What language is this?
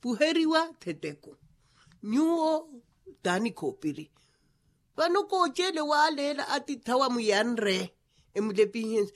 Makhuwa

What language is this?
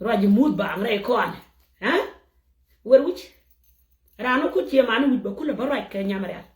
Nuer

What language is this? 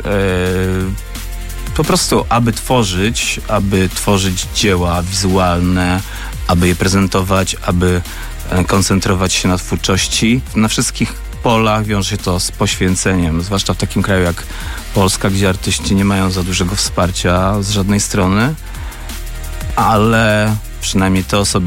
Polish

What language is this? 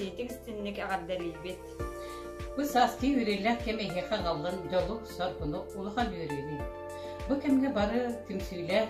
Yakut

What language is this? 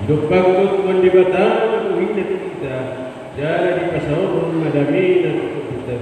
Batak Toba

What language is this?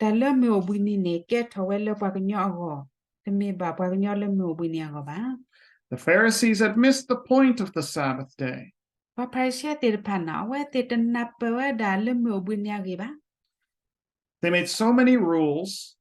S'gaw Karen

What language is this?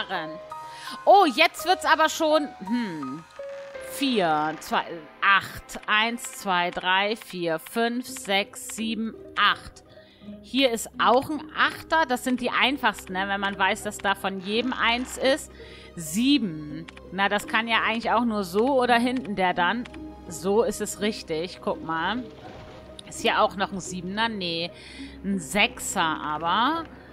German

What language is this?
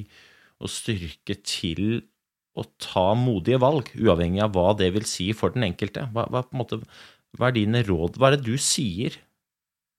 Norwegian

